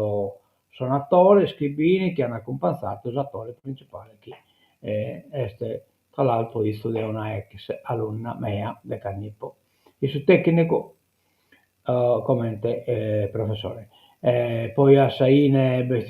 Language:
Sardinian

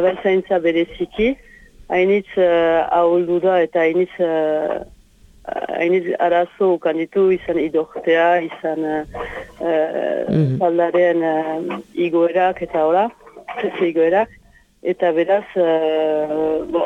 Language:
Basque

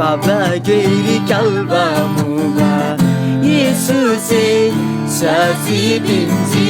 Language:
Eastern Tamang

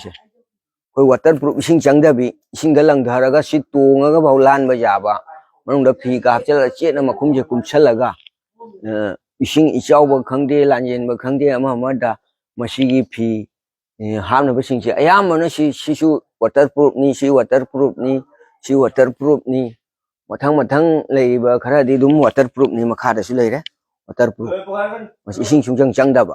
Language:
Manipuri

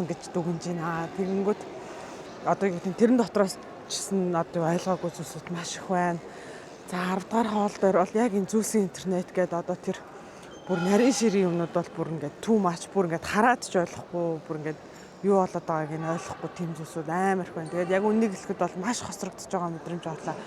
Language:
Mongolian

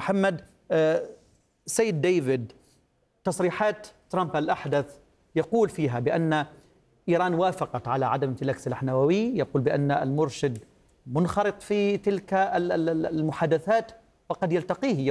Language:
Arabic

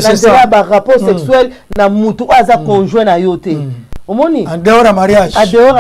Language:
Lingala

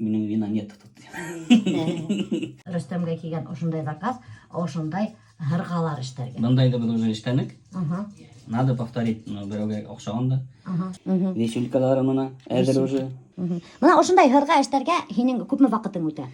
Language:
Bashkir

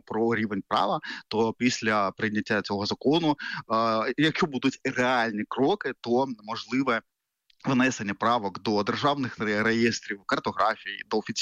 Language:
Ukrainian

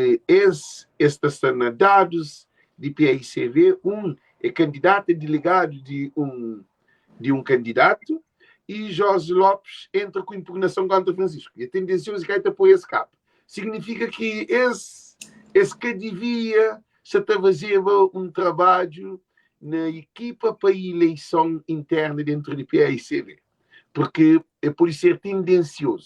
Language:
Kabuverdianu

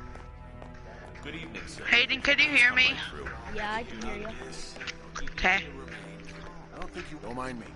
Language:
English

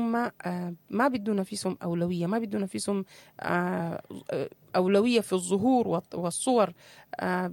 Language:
Sudanese Arabic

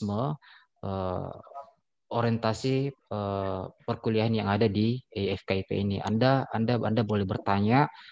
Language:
Indonesian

